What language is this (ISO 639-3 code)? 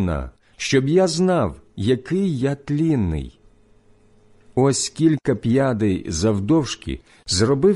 ukr